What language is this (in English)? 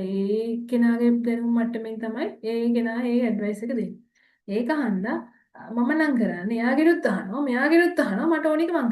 Sinhala